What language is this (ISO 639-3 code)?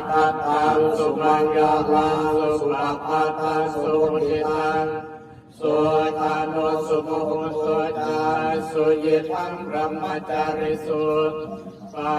pli